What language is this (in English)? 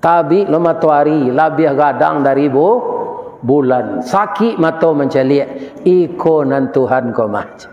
Minangkabau